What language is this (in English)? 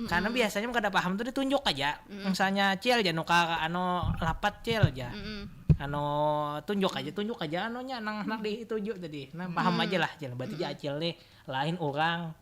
Banjar